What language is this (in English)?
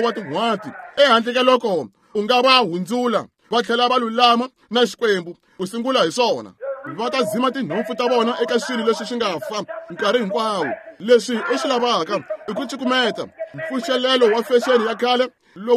Tsonga